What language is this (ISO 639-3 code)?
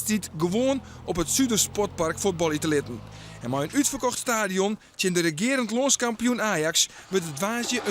fry